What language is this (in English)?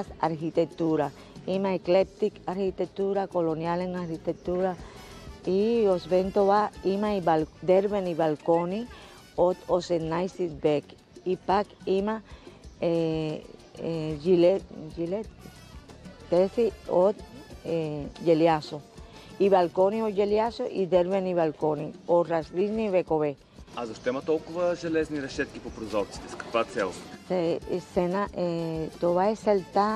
Bulgarian